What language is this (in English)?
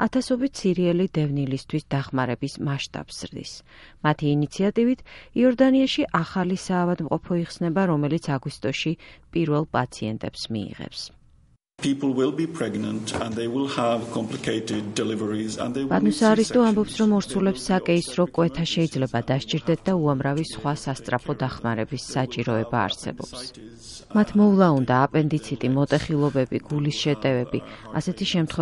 Georgian